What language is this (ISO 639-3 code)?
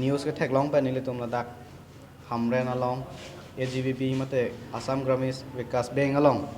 mjw